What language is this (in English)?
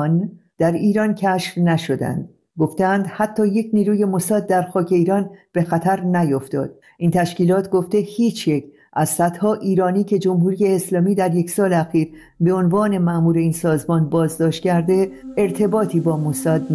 Persian